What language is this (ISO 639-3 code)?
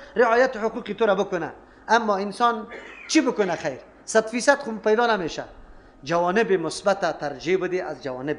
fas